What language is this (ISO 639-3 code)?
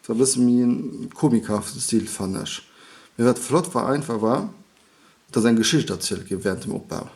ltz